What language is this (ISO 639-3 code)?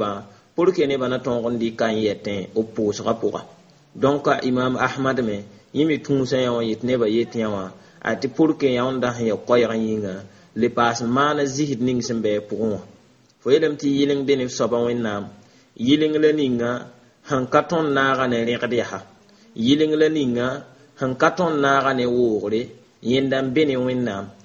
mos